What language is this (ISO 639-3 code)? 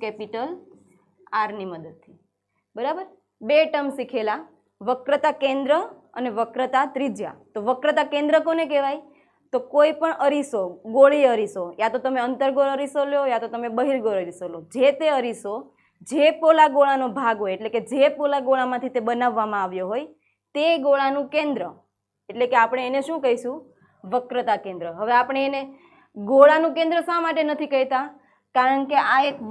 guj